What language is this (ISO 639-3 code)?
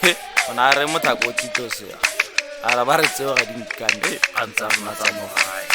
tsn